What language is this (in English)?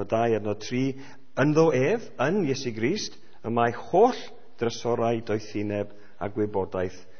Welsh